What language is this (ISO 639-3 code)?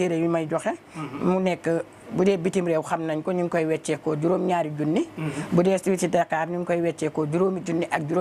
wol